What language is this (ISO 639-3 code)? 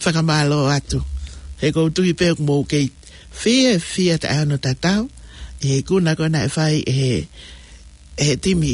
ton